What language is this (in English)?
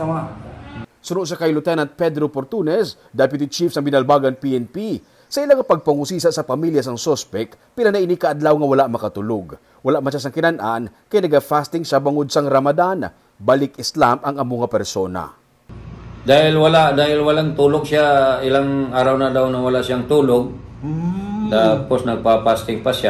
Hiligaynon